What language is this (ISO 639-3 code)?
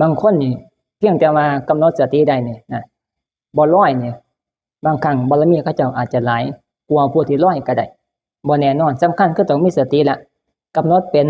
tts